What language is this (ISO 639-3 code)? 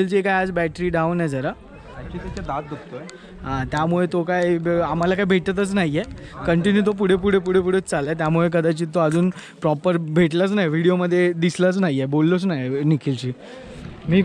mar